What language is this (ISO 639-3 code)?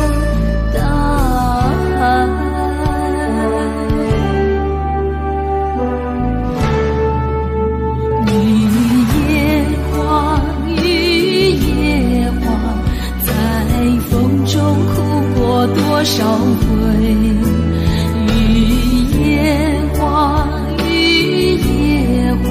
zho